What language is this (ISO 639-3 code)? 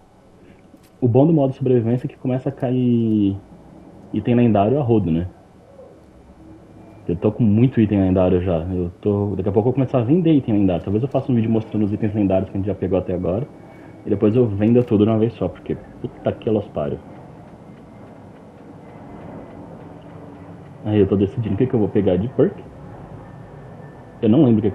por